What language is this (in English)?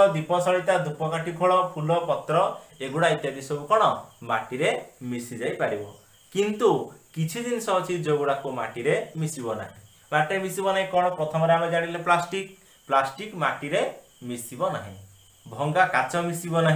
Odia